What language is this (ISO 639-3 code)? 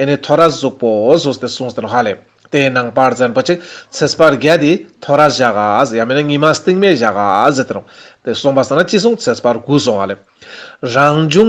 lbj